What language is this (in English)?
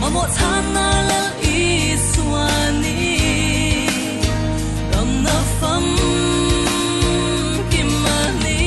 Falam Chin